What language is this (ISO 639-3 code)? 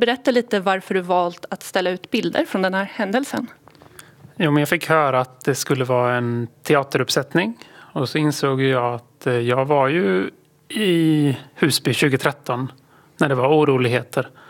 swe